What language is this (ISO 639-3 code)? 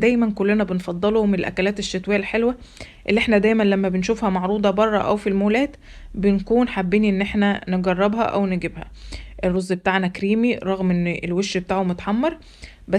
arz